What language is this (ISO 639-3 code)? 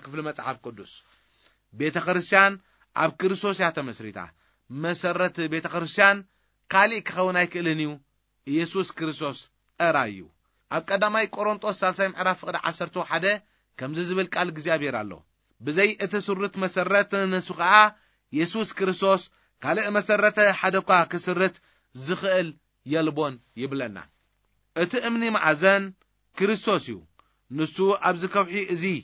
tir